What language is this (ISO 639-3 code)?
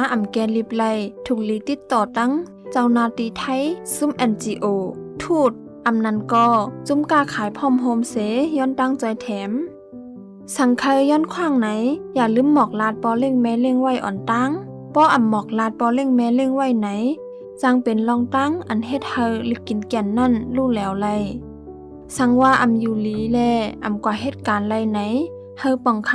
shn